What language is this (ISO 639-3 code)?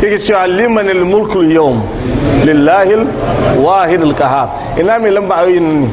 hau